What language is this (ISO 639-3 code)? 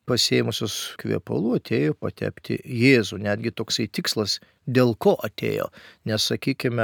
lit